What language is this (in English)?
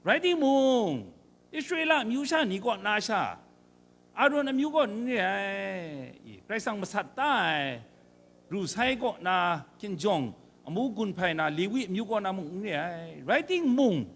Kachin